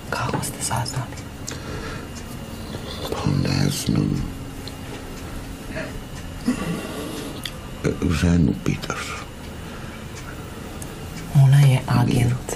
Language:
Serbian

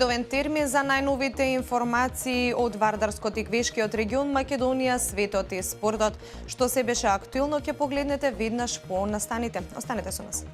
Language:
Macedonian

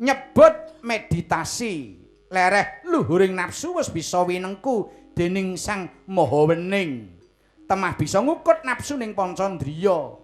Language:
Javanese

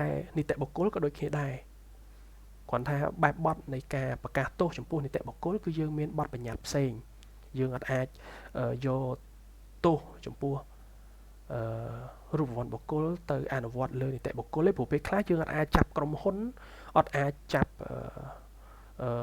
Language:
Khmer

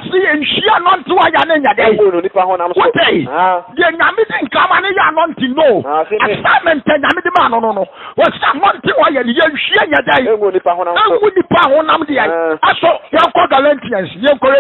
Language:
Akan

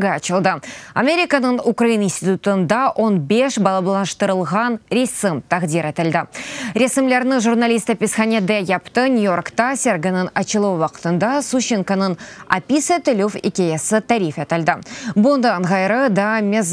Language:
Crimean Tatar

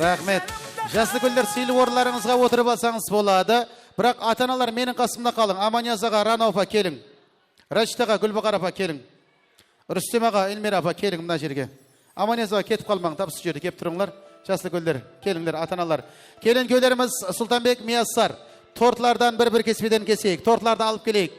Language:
Kara-Kalpak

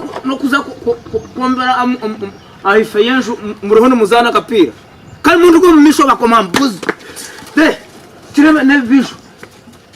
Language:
Nyankole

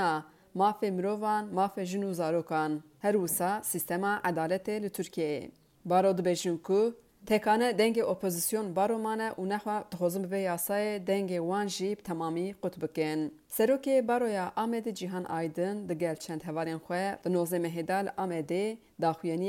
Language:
Kurdish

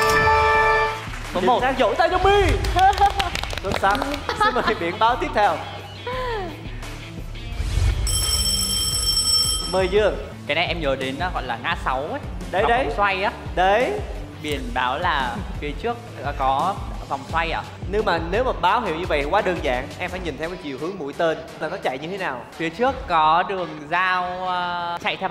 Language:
Vietnamese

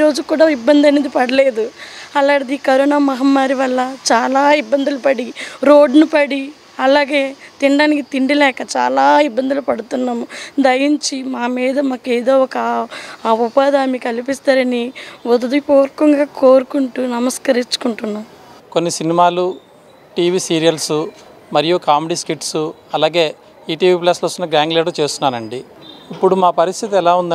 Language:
Telugu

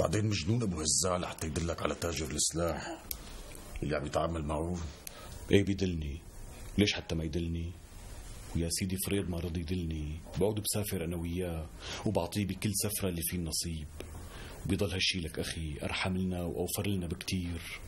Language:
North Levantine Arabic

